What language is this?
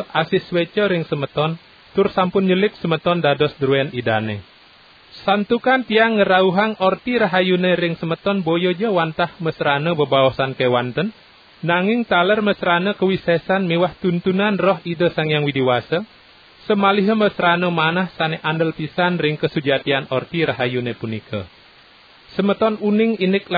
Balinese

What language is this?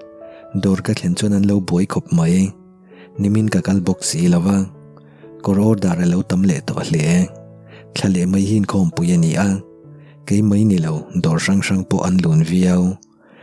Mizo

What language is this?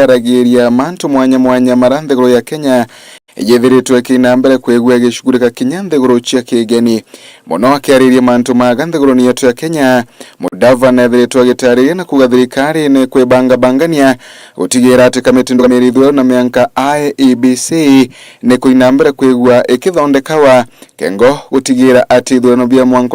Meru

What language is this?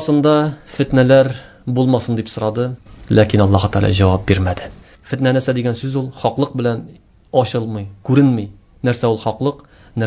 Tatar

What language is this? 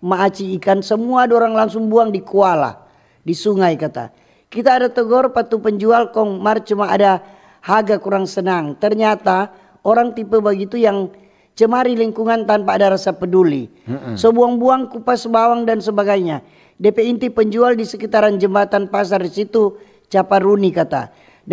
Manado Malay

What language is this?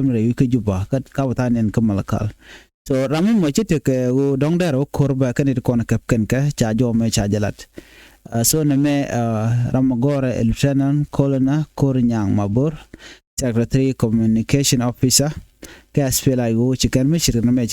Nuer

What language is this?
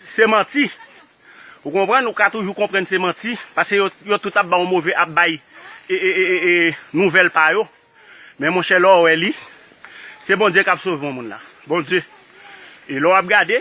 Haitian Creole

